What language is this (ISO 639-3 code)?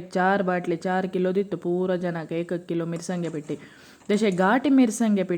kok